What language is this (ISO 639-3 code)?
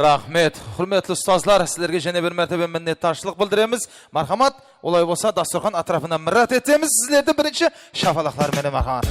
kaa